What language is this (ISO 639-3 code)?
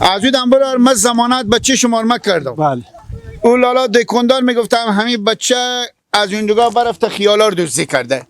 fas